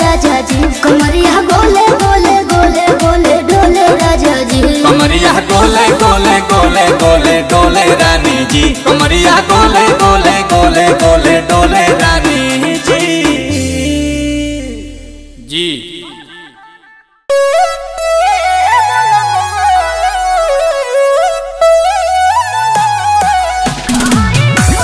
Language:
Bhojpuri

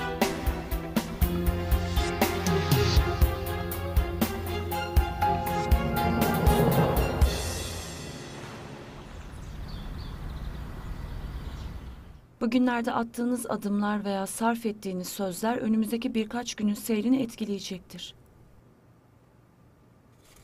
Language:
Turkish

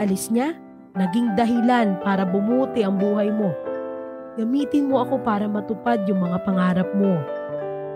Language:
Filipino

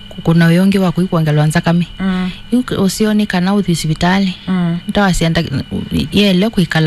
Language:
Kamba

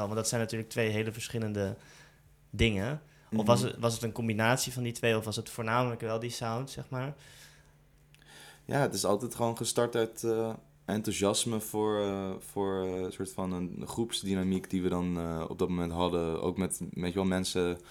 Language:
Dutch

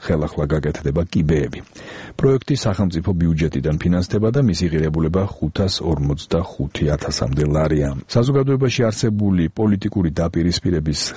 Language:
Georgian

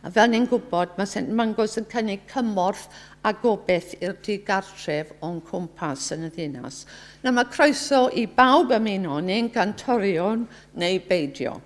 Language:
Welsh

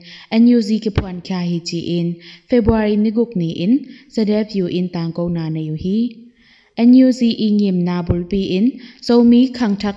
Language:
Tedim Chin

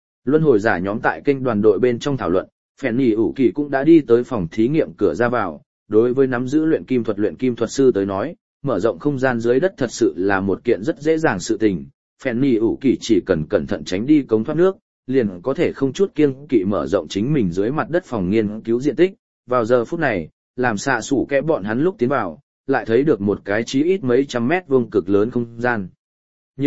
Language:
Vietnamese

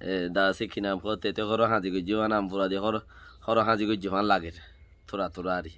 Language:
Rohingya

